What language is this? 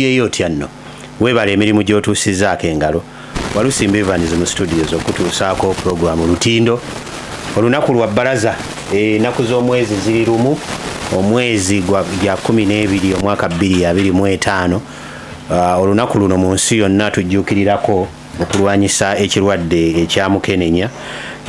Ganda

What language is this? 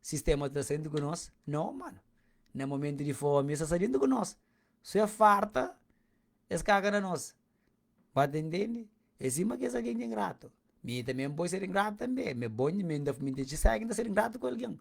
Kabuverdianu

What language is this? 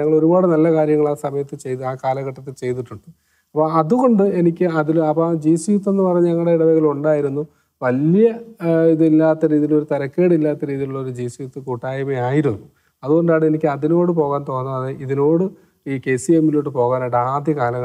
Malayalam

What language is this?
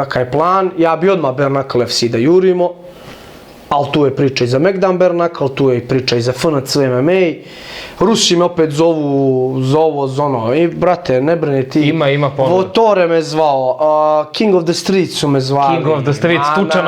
Bosnian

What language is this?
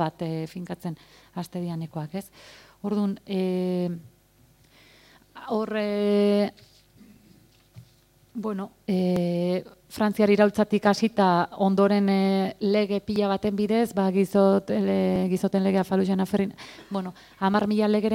Basque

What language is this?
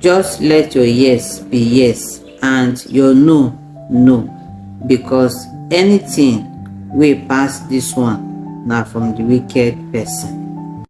Nigerian Pidgin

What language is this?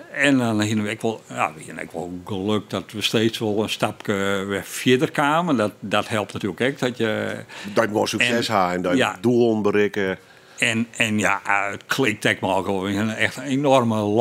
Western Frisian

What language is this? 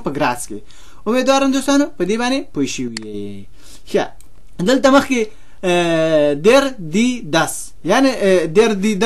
Pashto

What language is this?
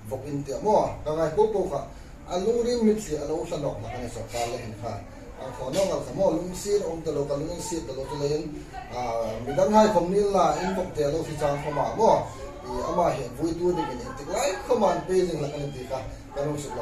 Hmar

